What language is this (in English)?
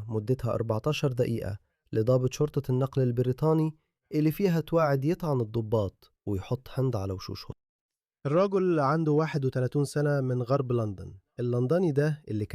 Egyptian Arabic